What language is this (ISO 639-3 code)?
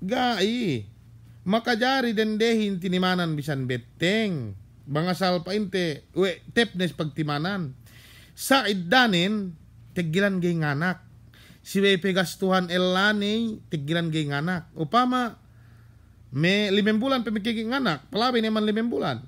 yka